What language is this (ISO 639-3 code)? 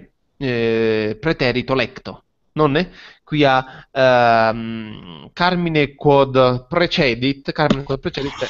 lat